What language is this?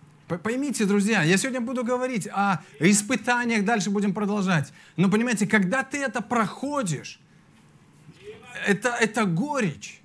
Russian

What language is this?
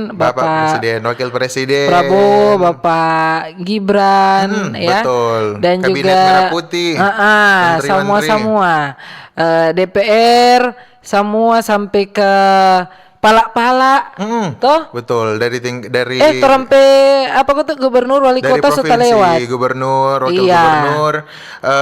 Manado Malay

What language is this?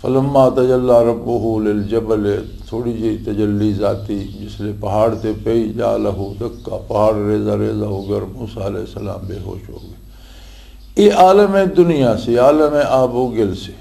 Western Panjabi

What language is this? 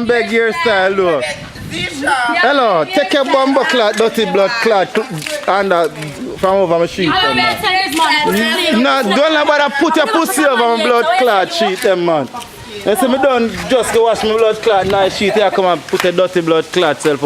Jamaican Creole English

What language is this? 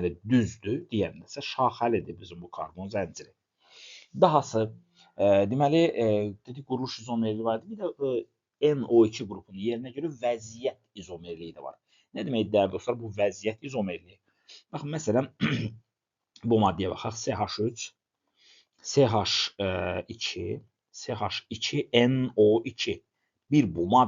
Azerbaijani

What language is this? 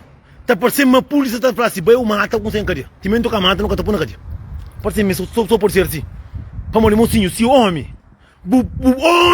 Kabuverdianu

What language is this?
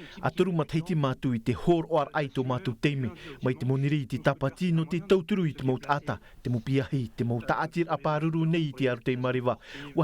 Tahitian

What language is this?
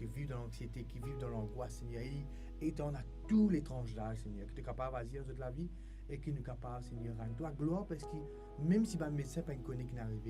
Morisyen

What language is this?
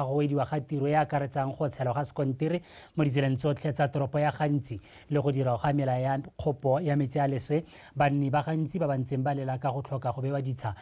Tswana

